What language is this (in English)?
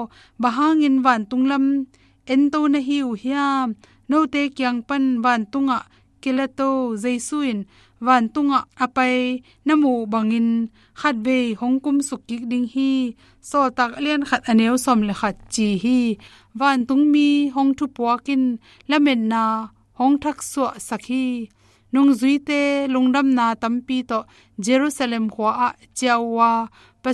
Tedim Chin